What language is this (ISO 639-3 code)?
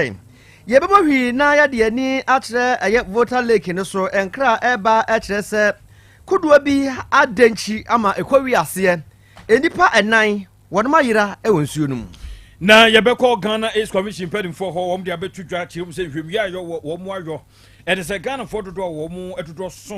aka